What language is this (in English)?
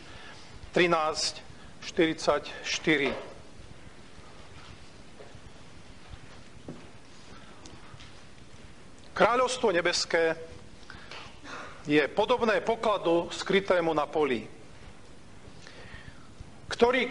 Slovak